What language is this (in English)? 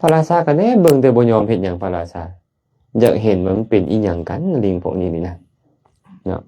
Lao